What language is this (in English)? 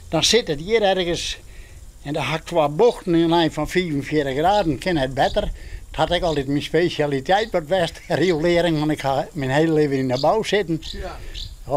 Western Frisian